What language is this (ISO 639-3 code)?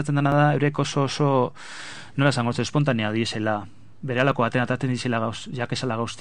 eus